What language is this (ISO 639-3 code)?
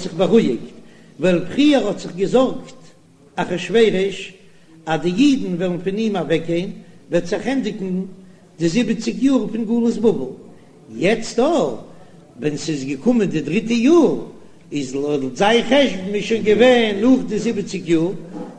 yid